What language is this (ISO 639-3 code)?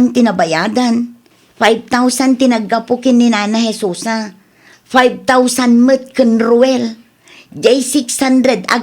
ilo